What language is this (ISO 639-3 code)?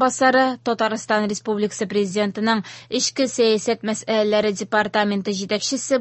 tat